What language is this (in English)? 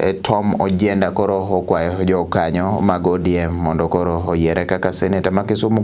Luo (Kenya and Tanzania)